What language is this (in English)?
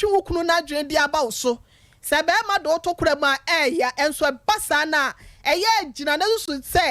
Akan